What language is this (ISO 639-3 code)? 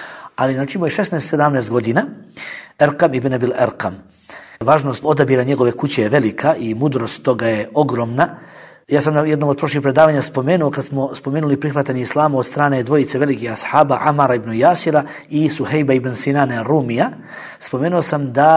bos